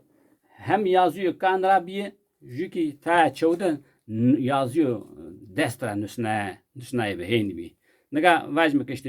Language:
Zaza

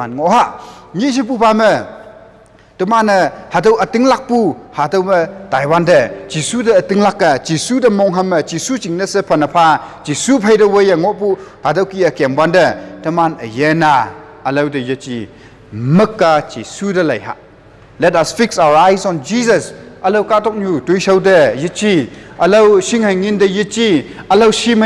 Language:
Konyak Naga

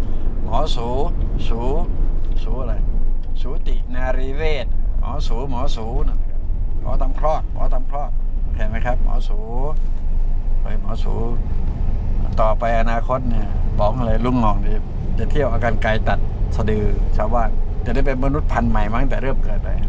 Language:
Thai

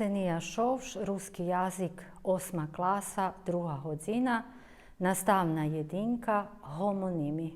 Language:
Rusyn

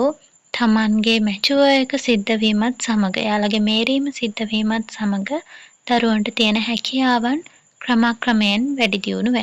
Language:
Sinhala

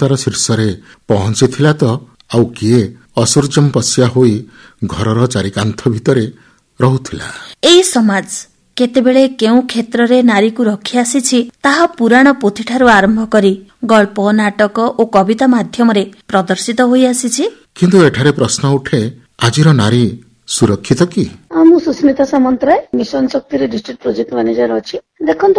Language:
Odia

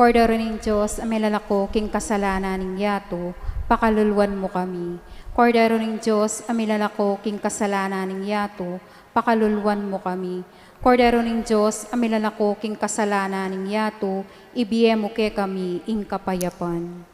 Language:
Pampanga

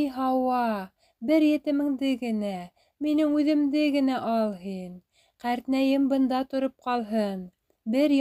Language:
Bashkir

